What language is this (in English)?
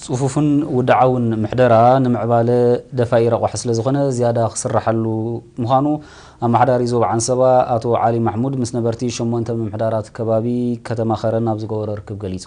Tigrinya